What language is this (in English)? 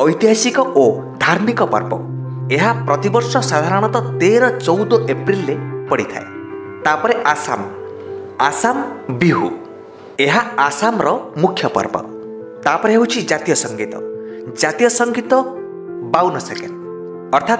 Odia